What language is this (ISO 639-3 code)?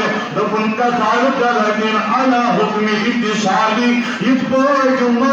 kas